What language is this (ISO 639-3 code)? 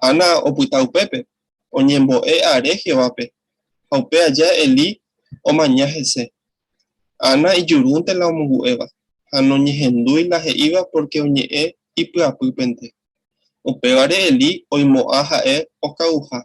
grn